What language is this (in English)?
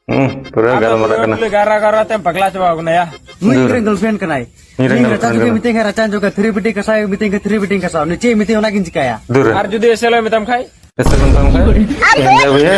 Santali